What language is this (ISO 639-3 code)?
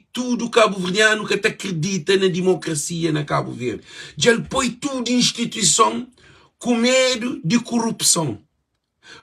kea